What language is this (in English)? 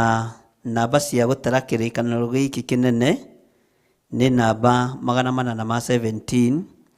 Kikuyu